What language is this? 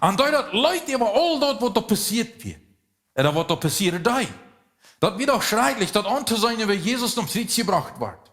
Plautdietsch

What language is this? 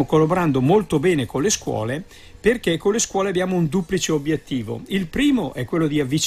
Italian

